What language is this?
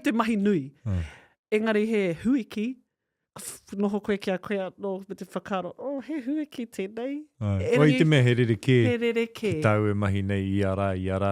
Māori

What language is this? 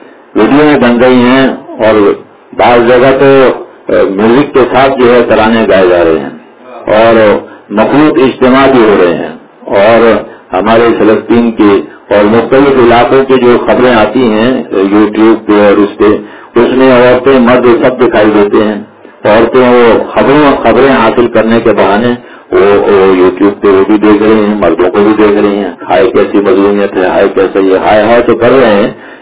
Urdu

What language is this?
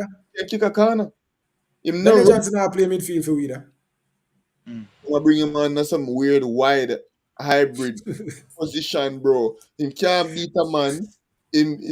Jamaican Creole English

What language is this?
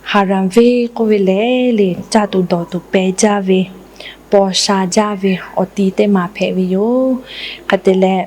Lahu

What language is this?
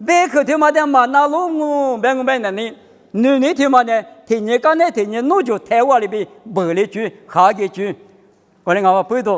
Lisu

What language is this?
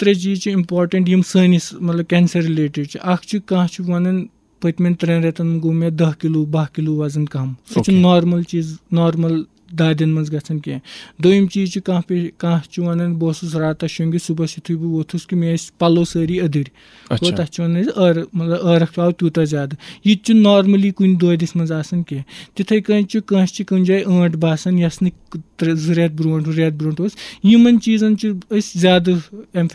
Kashmiri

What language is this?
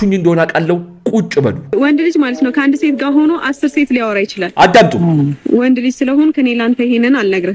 Amharic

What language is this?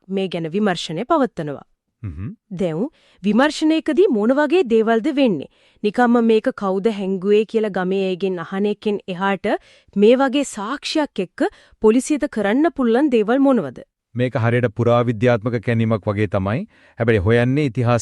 Sinhala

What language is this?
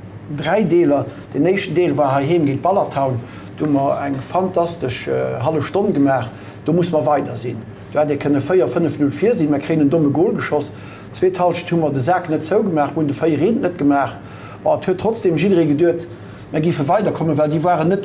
Luxembourgish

